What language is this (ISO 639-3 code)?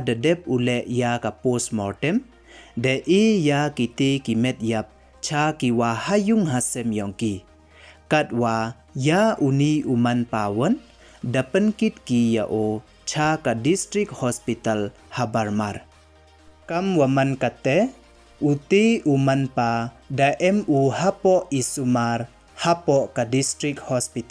pbv